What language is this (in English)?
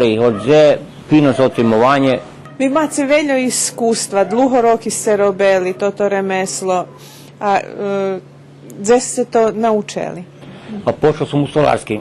Rusyn